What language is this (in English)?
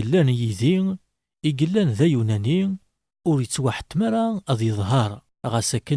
Kabyle